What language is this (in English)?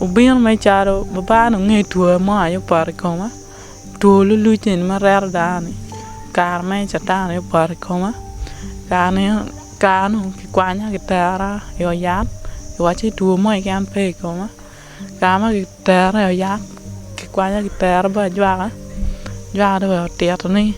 Acoli